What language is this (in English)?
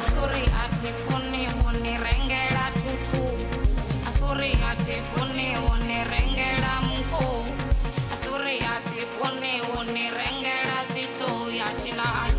Venda